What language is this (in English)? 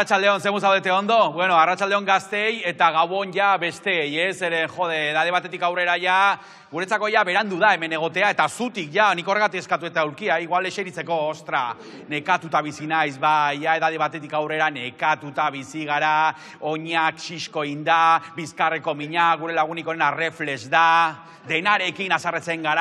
Basque